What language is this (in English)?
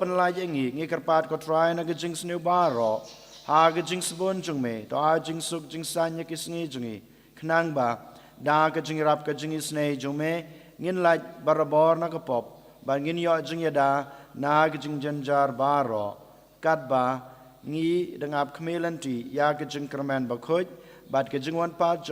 Khasi